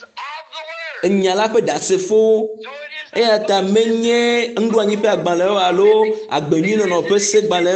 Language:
Ewe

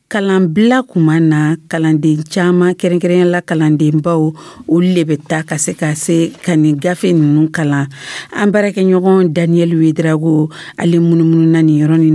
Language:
Dyula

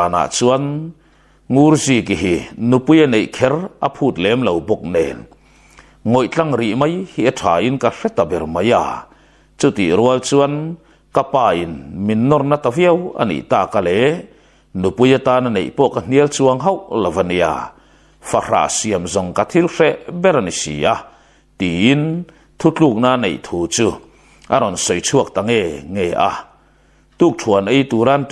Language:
Mizo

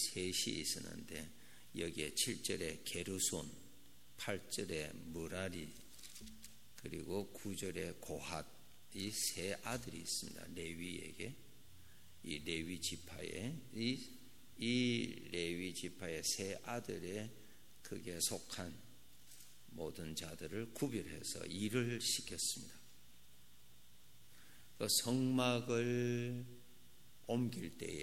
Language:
Korean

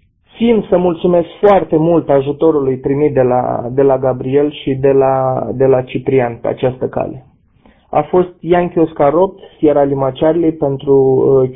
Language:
Romanian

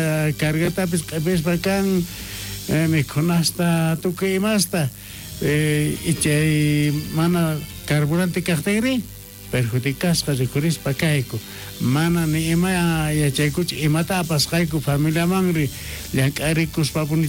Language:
South Bolivian Quechua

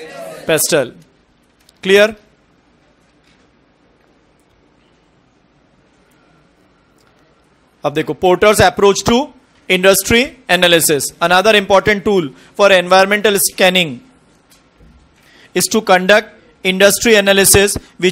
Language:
Hindi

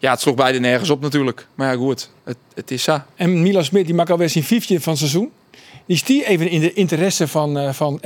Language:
Western Frisian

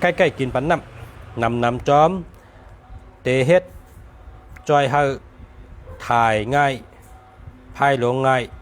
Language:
Shan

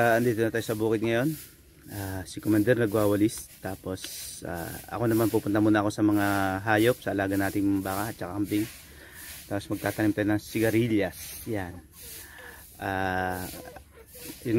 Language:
Filipino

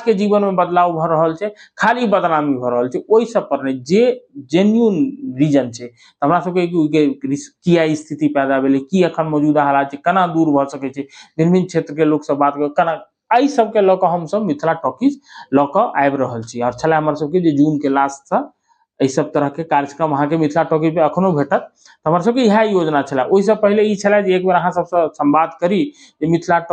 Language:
Maithili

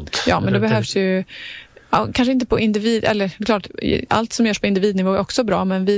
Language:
Swedish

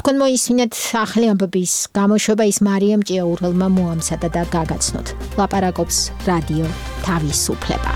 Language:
Georgian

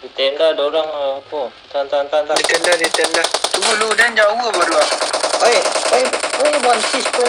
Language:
Minangkabau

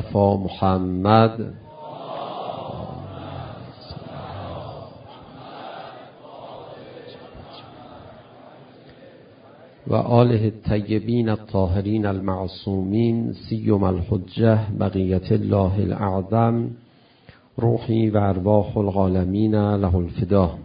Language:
Persian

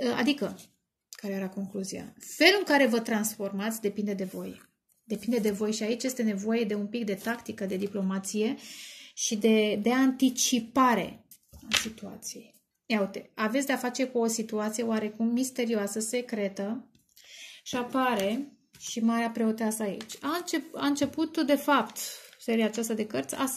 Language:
Romanian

